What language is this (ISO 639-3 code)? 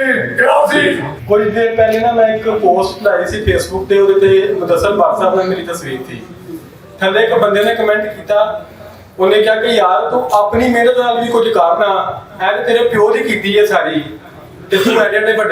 lah